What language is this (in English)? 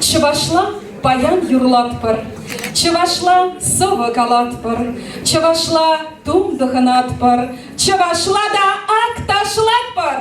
Chuvash